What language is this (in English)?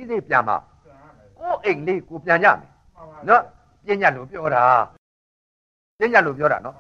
Burmese